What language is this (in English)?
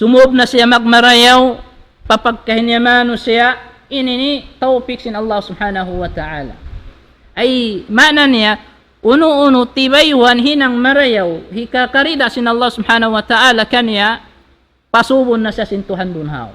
Tausug